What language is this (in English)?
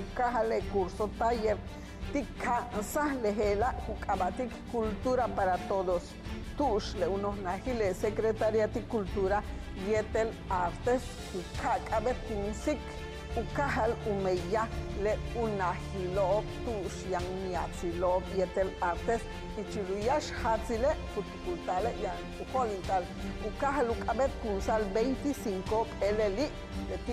Yucateco